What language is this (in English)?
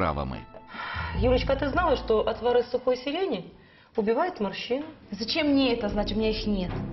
Russian